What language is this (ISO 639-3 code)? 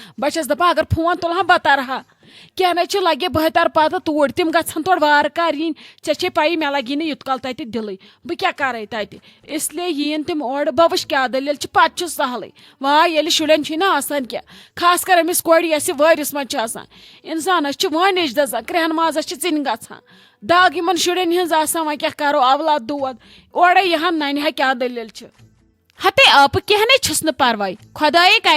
kas